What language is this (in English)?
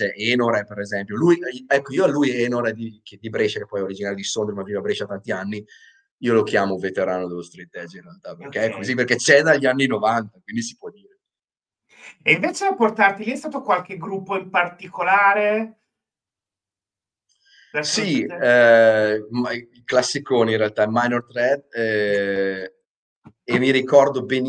Italian